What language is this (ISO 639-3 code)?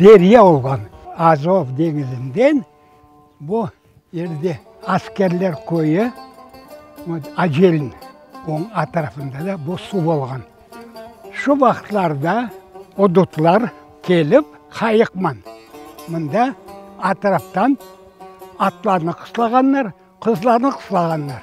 crh